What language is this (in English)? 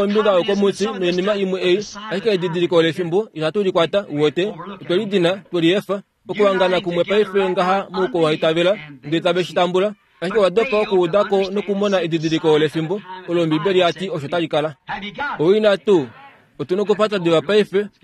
Kuanyama